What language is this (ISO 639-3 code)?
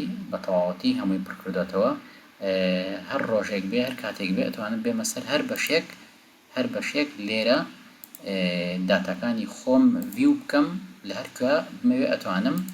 ckb